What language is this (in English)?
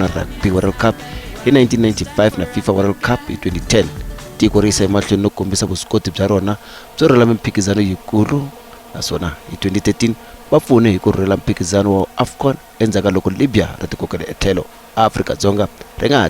Tsonga